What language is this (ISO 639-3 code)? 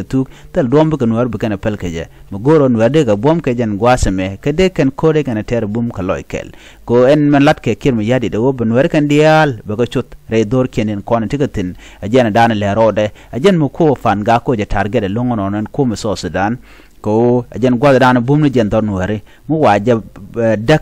nus